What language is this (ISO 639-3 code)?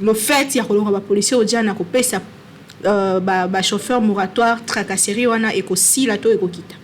lin